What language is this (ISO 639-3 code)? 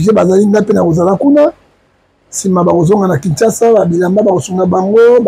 lin